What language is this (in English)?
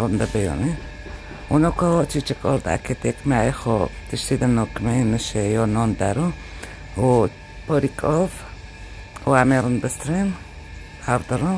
Kurdish